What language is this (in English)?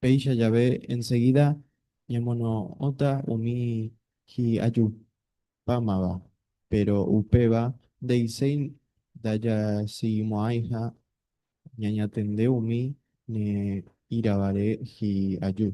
Guarani